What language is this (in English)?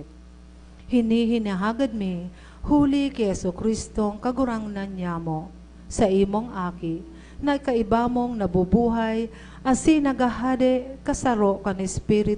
Bikol